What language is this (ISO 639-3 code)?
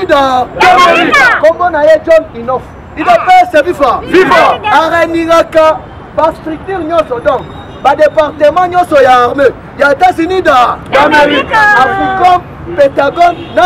lin